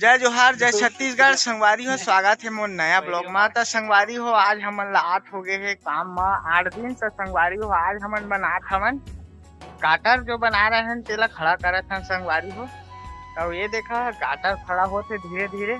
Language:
Chhattisgarhi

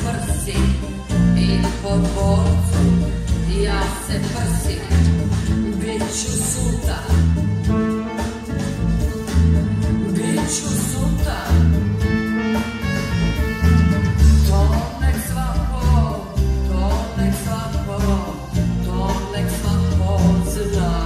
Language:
Serbian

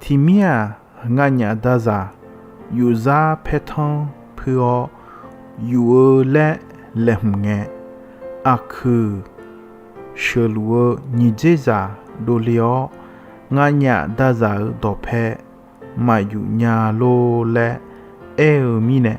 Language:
Akha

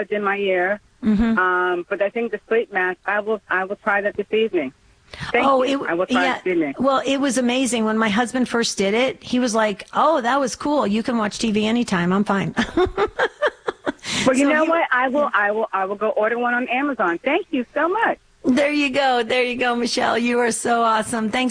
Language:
English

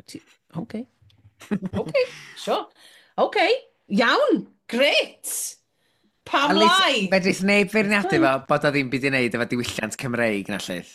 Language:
Welsh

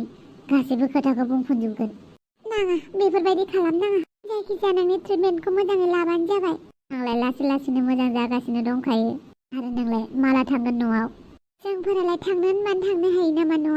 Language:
Bodo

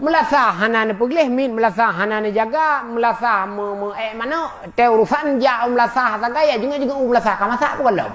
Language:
Achinese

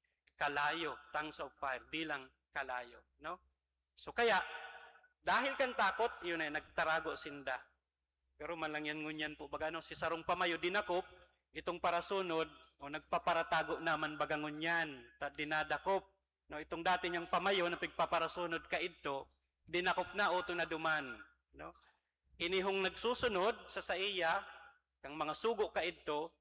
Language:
Bikol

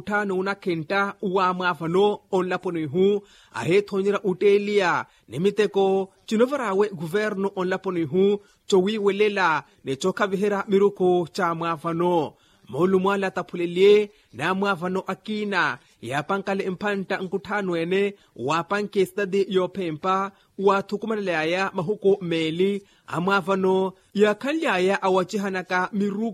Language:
Makhuwa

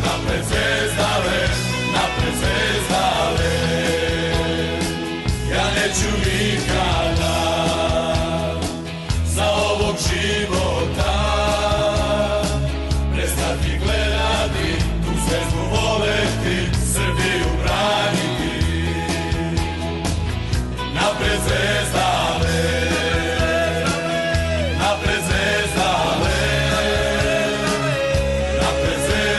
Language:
Serbian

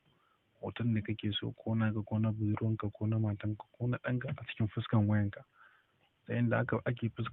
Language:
Hausa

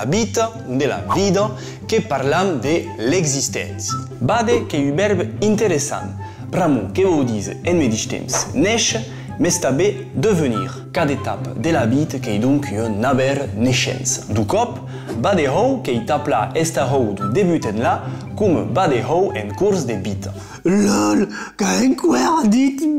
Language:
Occitan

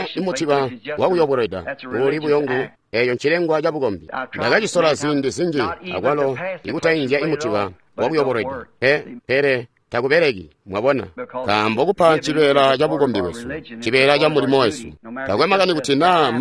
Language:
Tonga (Zambia)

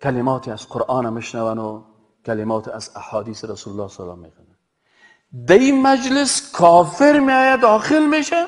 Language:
Persian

